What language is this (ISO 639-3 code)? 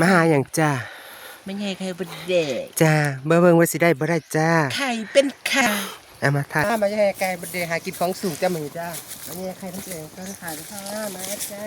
tts